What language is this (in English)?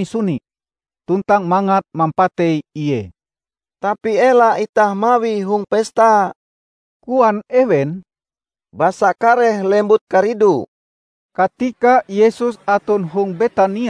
Ngaju